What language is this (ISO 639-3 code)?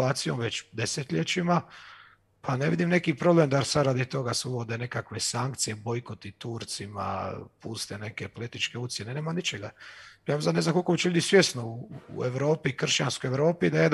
hrv